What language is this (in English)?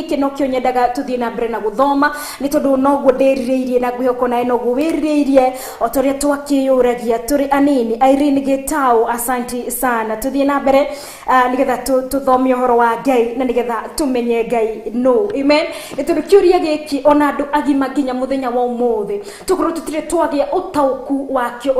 Kikuyu